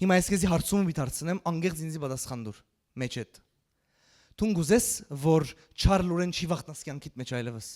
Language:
Western Armenian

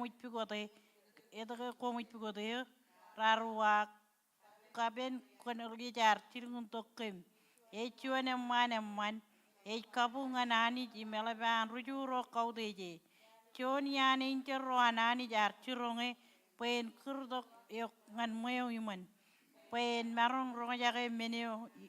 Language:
Marshallese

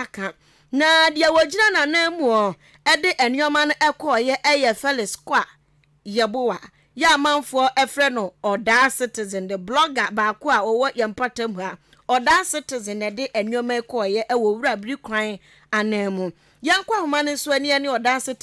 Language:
Akan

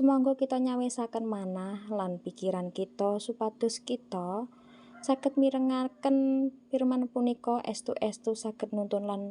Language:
Javanese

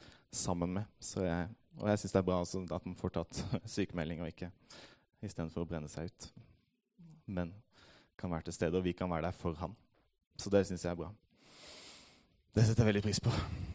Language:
Norwegian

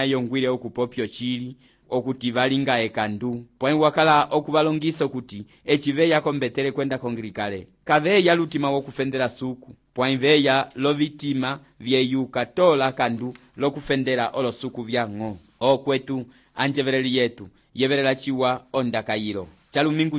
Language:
Umbundu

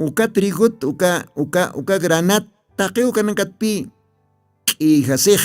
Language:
Aymara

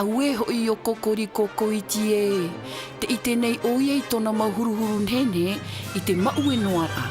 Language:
Tahitian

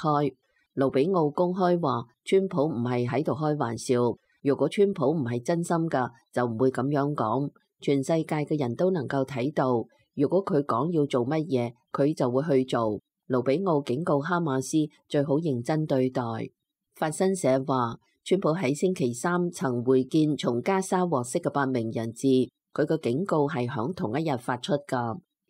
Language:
Cantonese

